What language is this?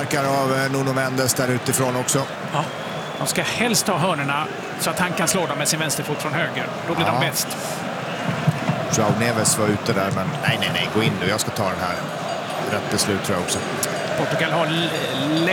Swedish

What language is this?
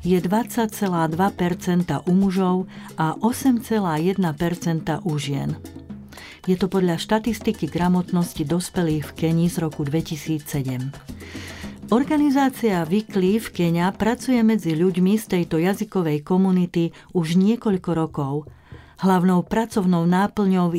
Slovak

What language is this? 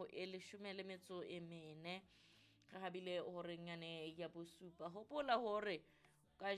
Southern Sotho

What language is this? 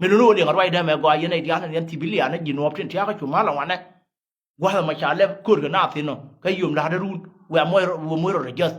Nuer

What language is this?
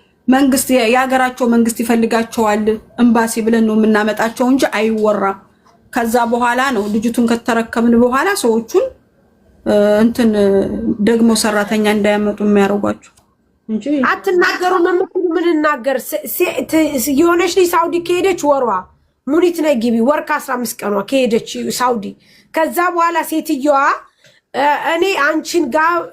Amharic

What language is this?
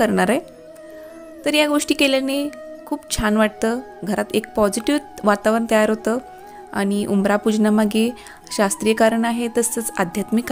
Marathi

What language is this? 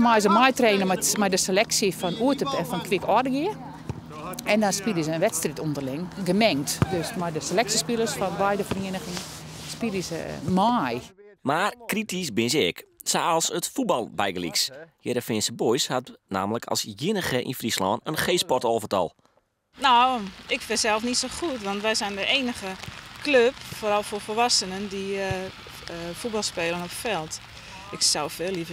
Western Frisian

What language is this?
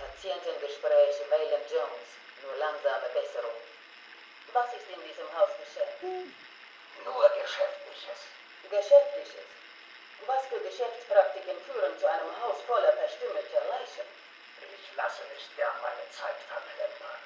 Bavarian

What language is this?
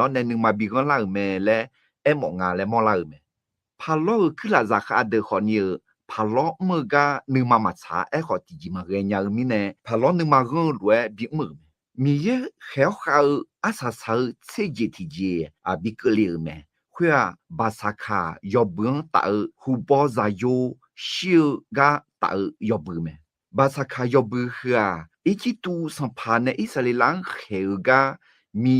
Akha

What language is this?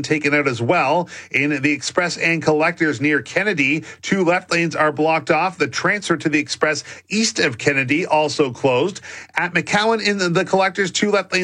English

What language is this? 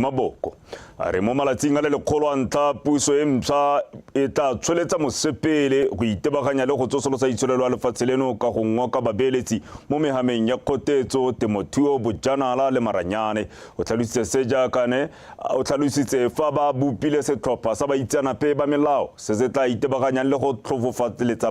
Tswana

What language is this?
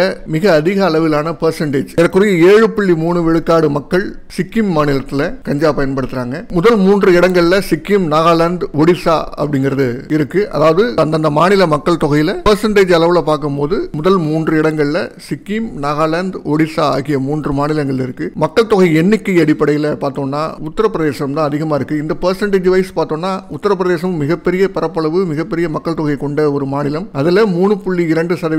Tamil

